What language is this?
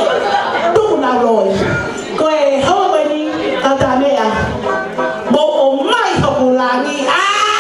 Tongan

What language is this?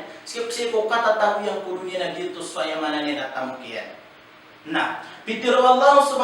Maranao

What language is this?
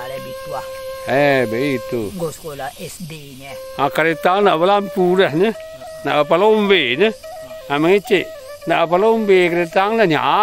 Minangkabau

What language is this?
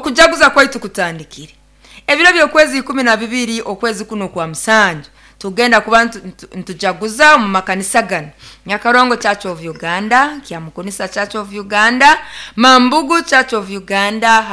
Nyoro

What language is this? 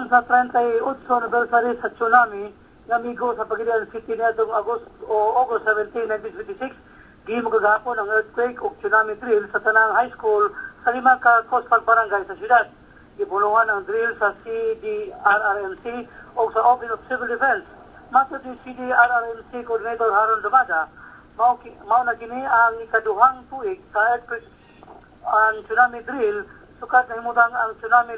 Cebuano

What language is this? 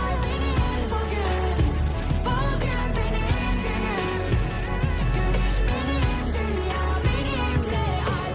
Kara-Kalpak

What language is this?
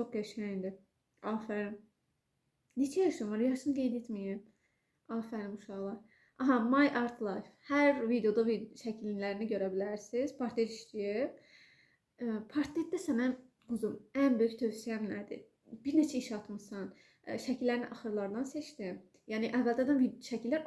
Azerbaijani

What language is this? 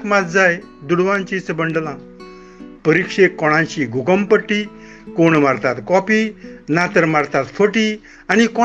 Konkani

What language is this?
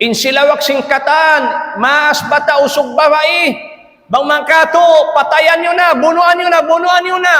Tausug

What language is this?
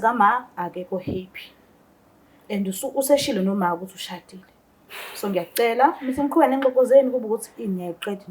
Zulu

